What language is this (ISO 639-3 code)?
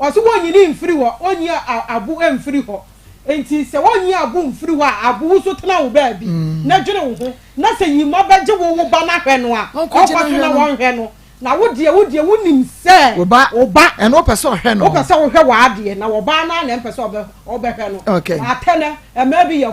aka